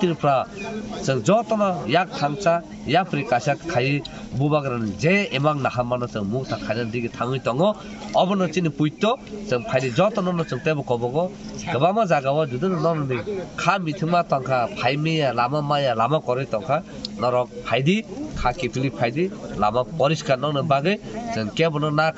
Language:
Kok Borok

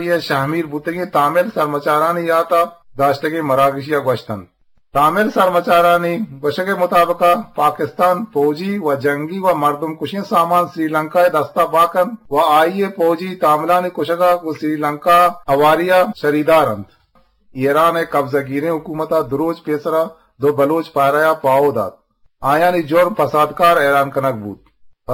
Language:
Eastern Balochi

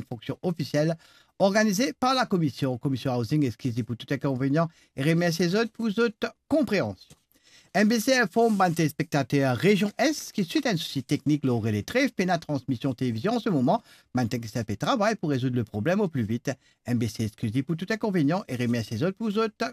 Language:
Morisyen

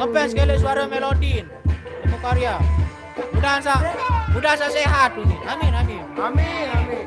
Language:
Sasak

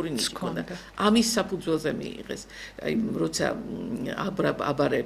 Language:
Georgian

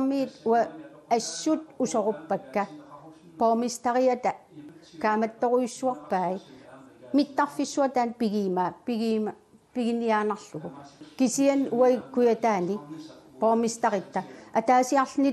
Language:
Kalaallisut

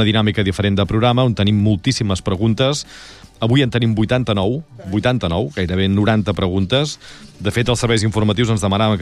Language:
Catalan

